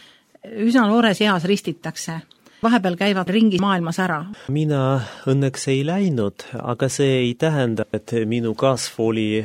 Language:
Estonian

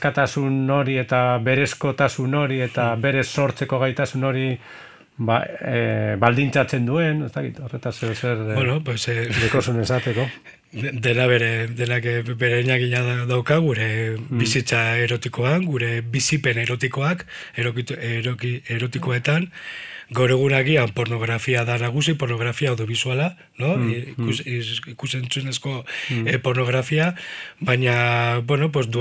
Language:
Basque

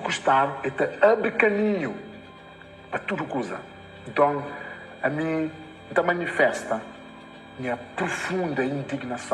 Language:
Kabuverdianu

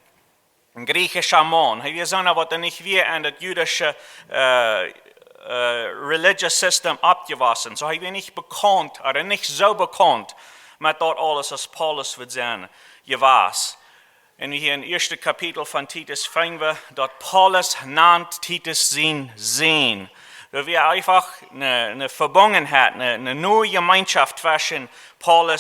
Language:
Plautdietsch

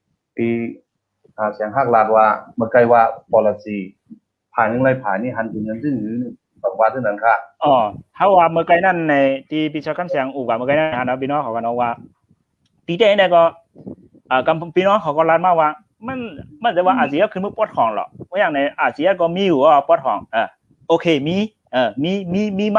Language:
Shan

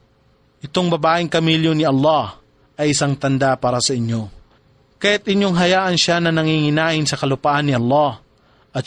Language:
Filipino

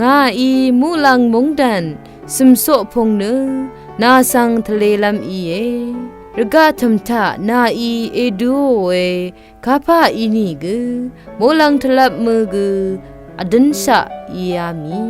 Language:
Rawang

